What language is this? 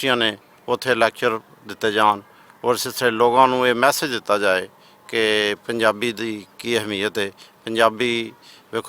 Western Panjabi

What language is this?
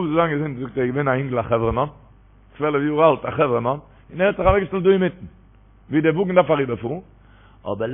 Yiddish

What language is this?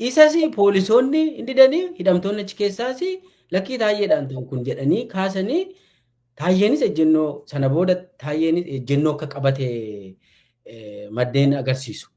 Oromo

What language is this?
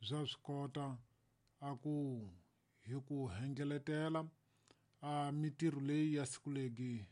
Tsonga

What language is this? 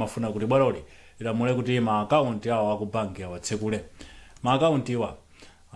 Nyanja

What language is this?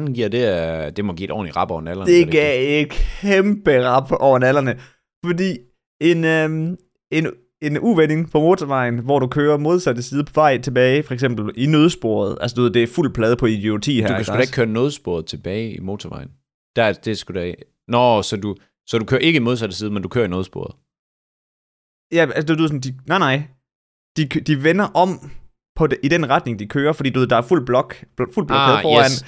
Danish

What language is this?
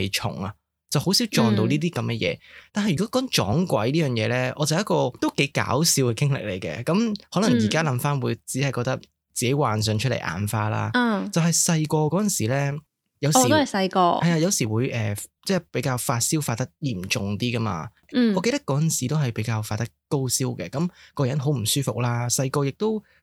Cantonese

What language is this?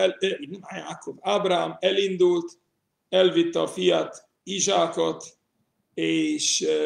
Hungarian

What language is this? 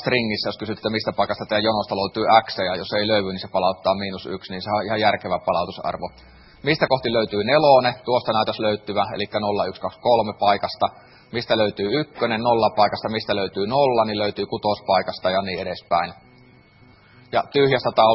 Finnish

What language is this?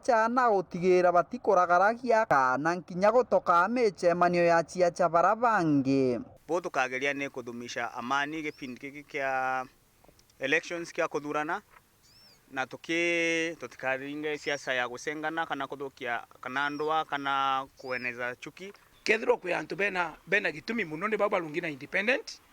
Meru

